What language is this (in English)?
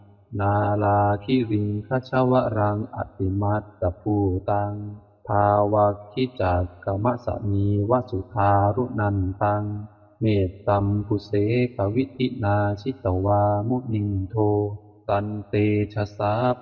Pali